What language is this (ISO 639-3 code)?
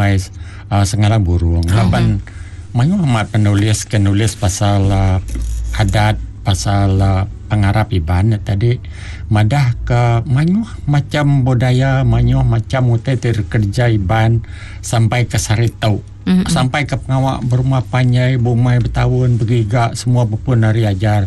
iba